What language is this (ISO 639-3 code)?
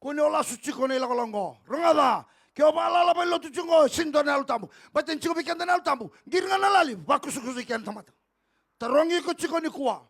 fij